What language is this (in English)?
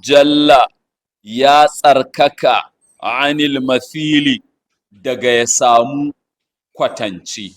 Hausa